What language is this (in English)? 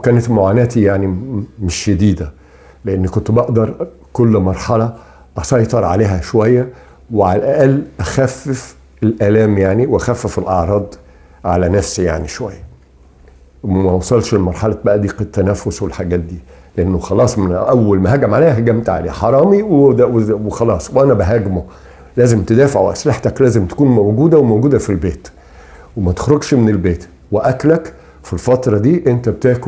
Egyptian Arabic